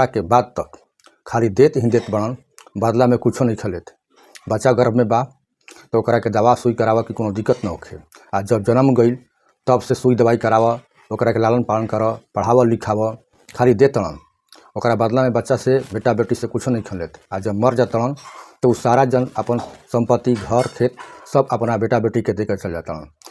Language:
Bhojpuri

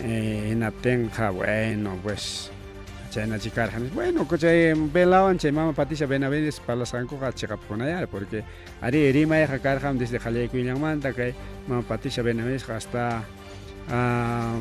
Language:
Ayacucho Quechua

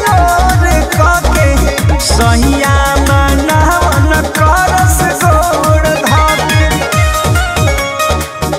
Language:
Bhojpuri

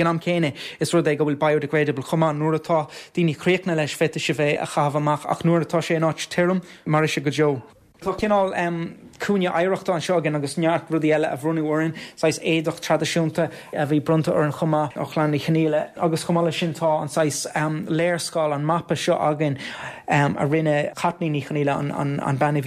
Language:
Irish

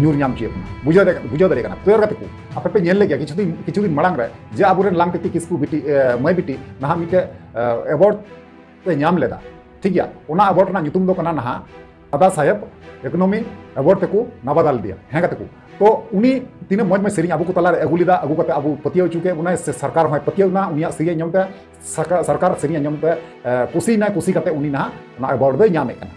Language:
Santali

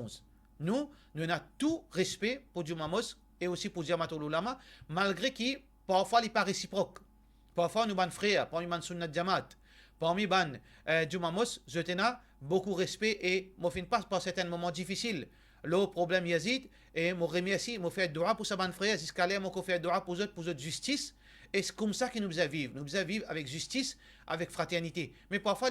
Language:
Morisyen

